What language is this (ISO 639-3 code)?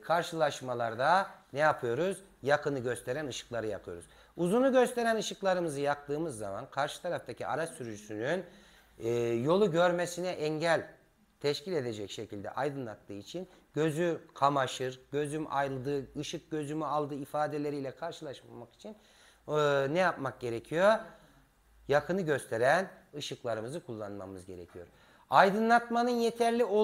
tur